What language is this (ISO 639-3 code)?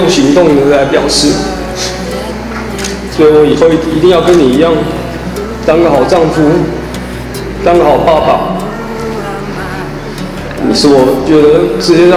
zho